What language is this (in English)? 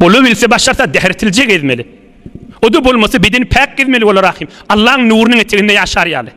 Turkmen